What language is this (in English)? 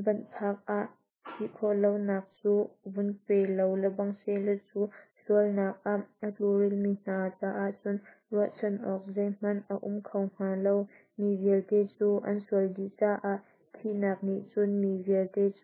Hakha Chin